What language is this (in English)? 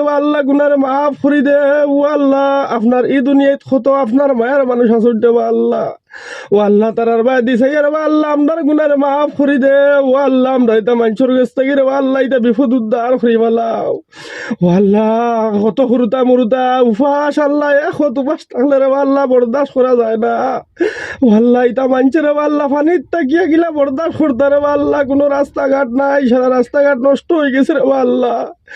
Sylheti